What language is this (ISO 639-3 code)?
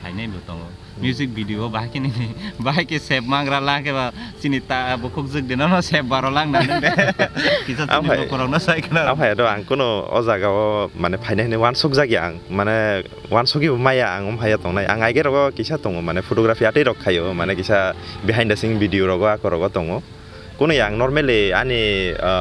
trp